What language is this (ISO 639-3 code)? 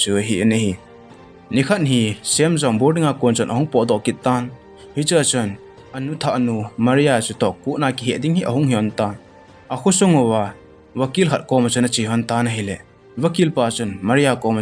tcz